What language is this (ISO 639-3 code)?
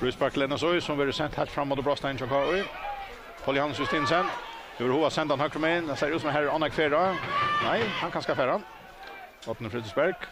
fao